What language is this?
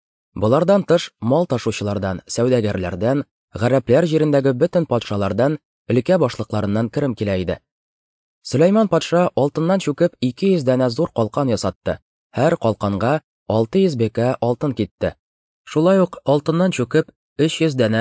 Tatar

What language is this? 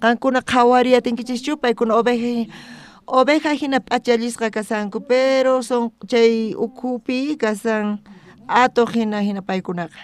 South Bolivian Quechua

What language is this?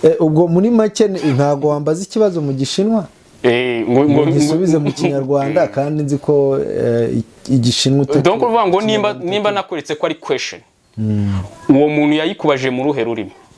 Kinyarwanda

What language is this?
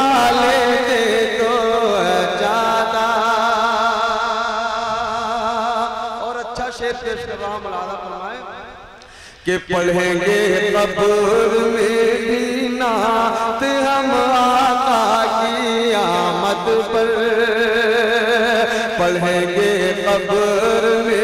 Urdu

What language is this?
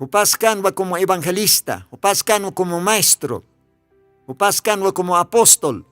Aymara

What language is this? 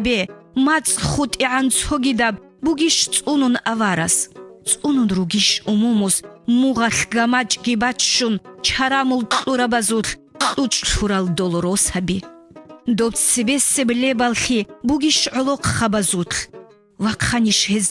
Avaric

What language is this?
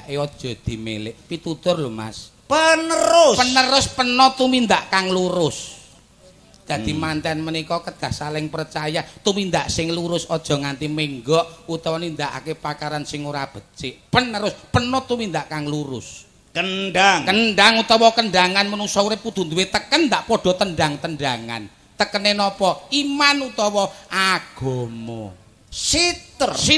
Javanese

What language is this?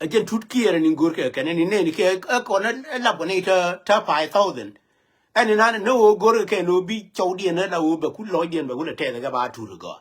Nuer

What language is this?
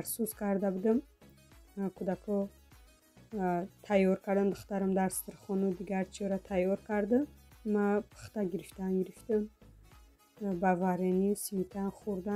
Tajik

